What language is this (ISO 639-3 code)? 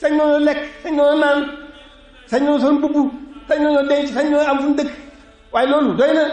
wol